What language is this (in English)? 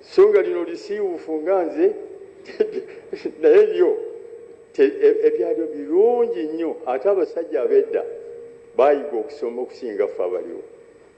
Ganda